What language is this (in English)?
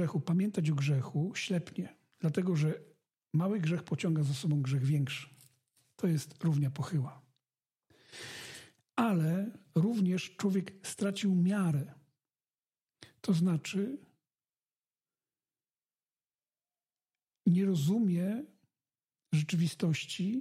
Polish